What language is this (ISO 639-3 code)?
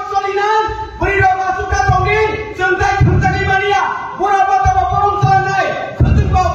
trp